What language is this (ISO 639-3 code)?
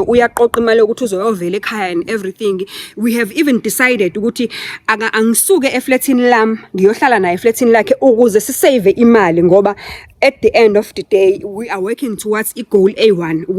zul